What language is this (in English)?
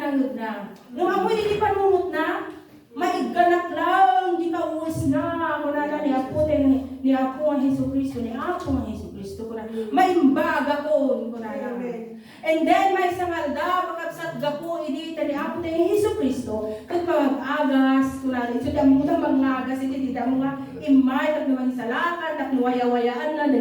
Iloko